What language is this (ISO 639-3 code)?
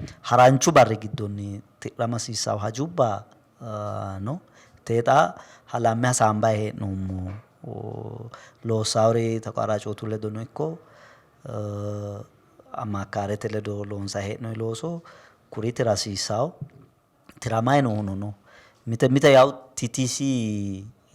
sid